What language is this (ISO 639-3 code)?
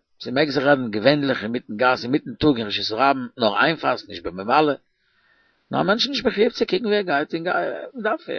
yid